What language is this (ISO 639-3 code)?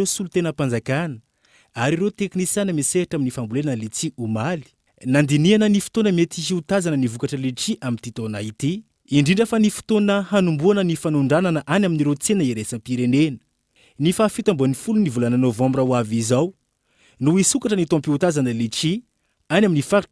mlg